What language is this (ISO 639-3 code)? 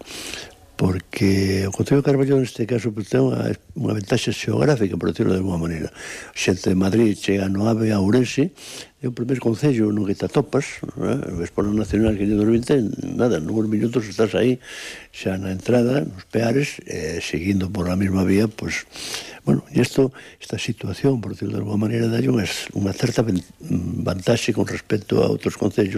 glg